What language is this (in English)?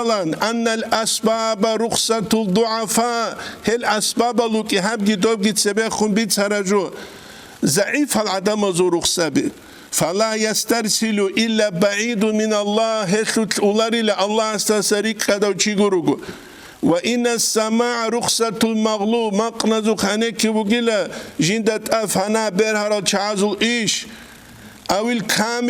Avaric